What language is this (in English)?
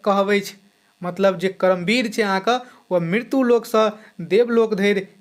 Maithili